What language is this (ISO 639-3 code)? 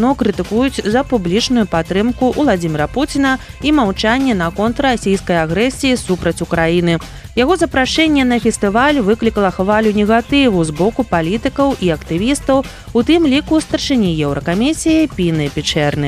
bel